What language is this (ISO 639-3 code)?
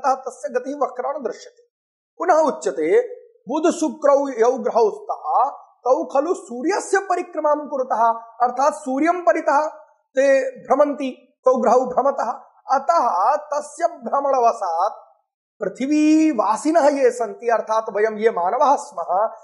san